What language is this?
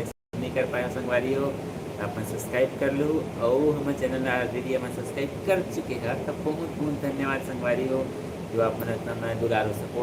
Chhattisgarhi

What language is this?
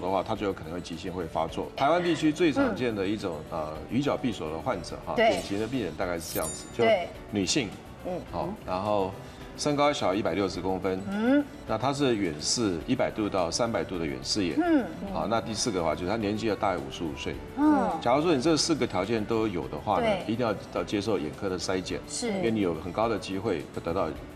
Chinese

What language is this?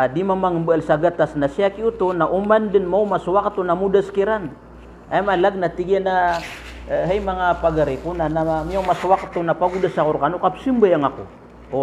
Maranao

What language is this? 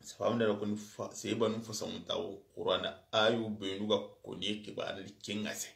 Soninke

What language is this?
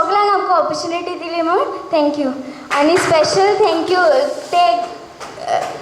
Konkani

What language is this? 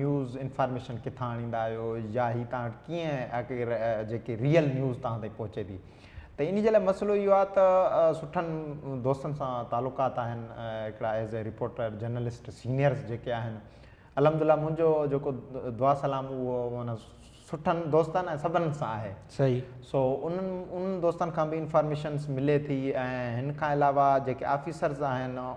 Sindhi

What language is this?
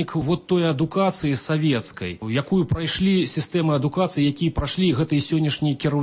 Belarusian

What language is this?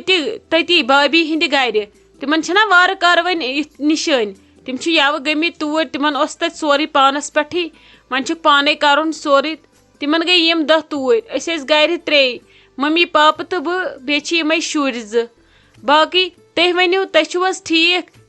Kashmiri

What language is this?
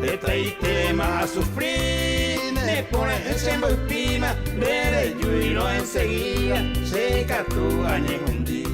Guarani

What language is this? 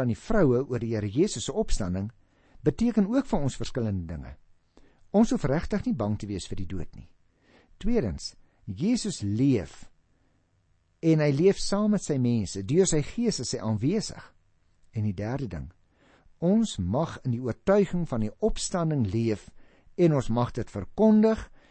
Afrikaans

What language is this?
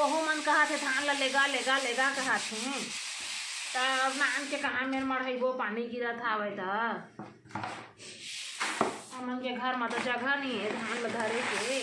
Chhattisgarhi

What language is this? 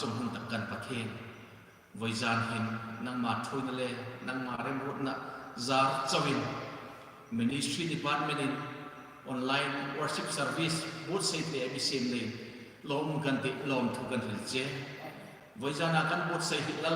Hmar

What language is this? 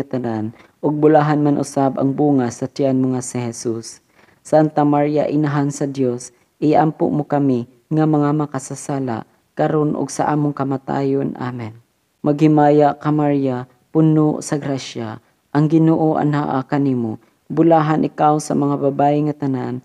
Cebuano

